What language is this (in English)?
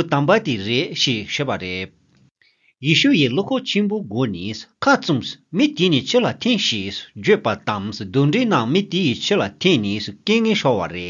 Tibetan